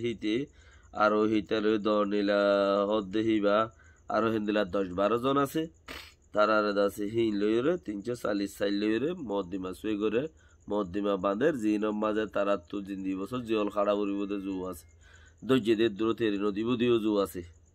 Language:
Rohingya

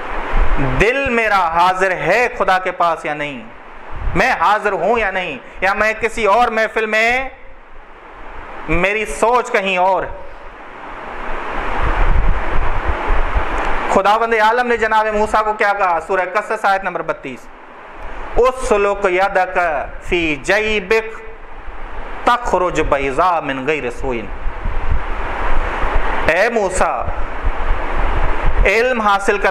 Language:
Urdu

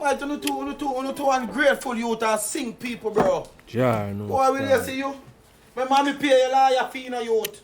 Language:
Jamaican Creole English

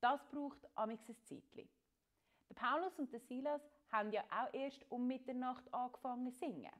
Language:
Swiss German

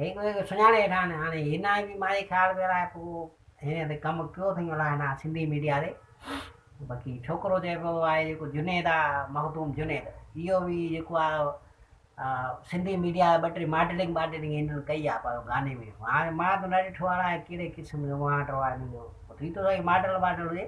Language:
Sindhi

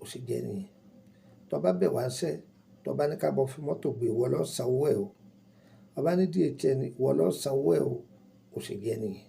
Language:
Yoruba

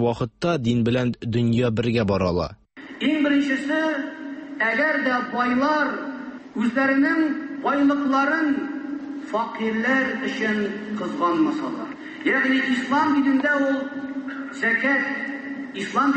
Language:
Tatar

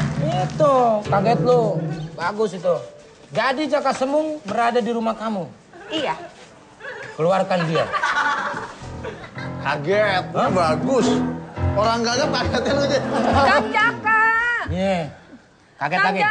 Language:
Indonesian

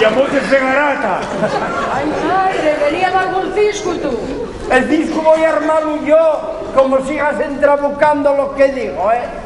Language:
Asturian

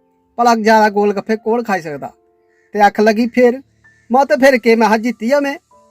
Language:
Dogri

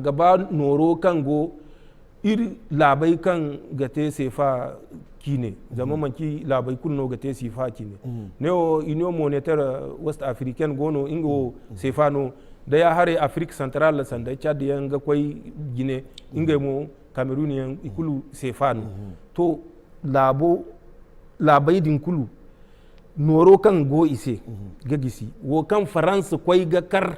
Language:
Zarma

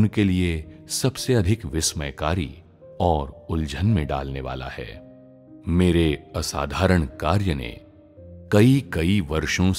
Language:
Hindi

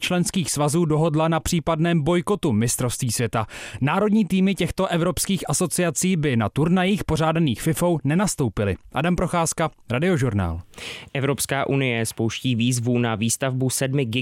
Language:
Czech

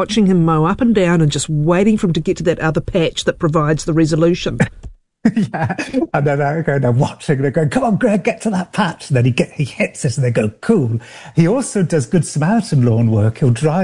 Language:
English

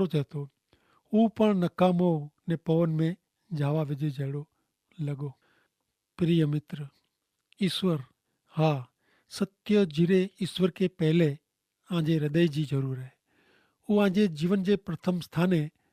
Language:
Kachhi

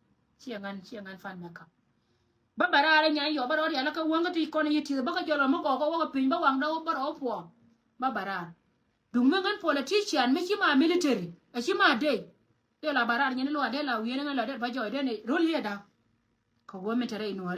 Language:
Nuer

